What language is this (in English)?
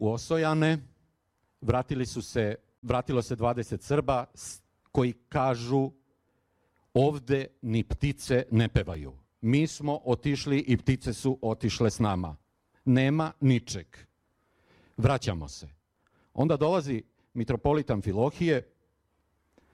Serbian